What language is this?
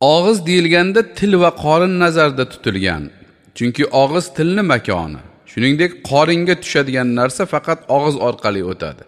Uzbek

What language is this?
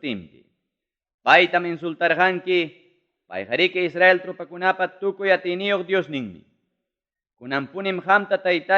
Ayacucho Quechua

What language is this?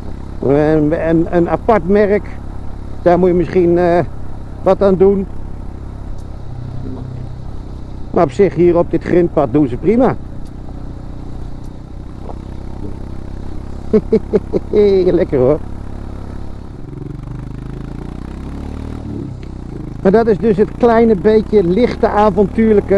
Dutch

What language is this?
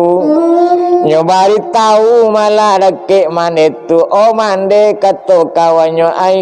Minangkabau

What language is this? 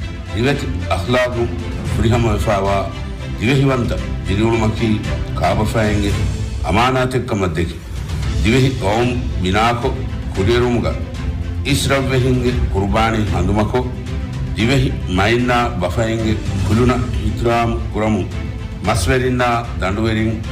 Divehi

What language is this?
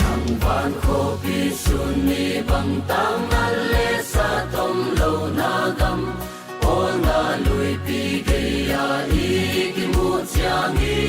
Paite Chin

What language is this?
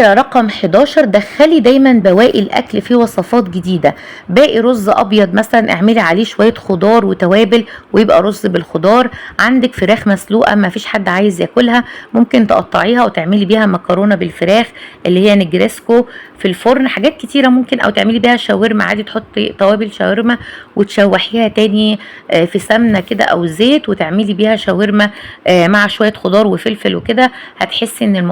Egyptian Arabic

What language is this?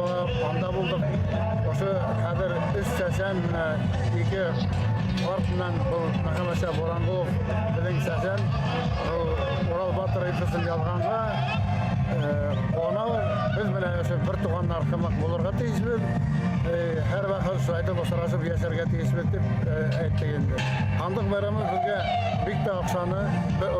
Bashkir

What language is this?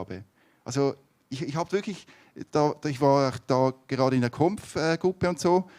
Swiss German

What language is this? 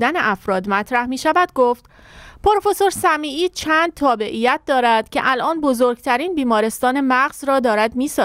Persian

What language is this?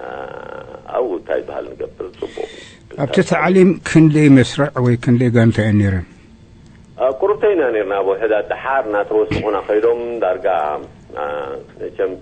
Tigrinya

